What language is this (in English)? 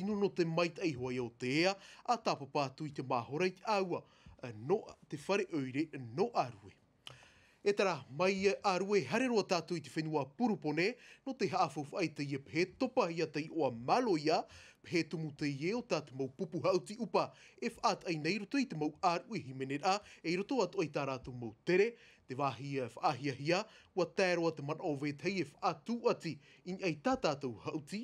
Tahitian